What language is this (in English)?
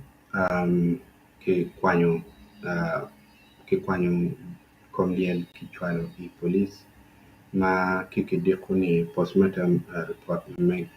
Acoli